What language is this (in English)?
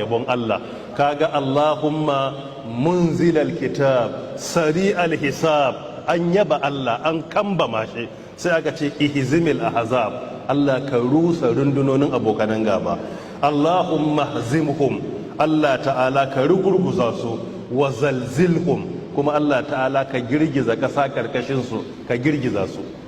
Hausa